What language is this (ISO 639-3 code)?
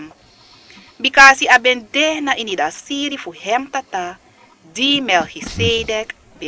srn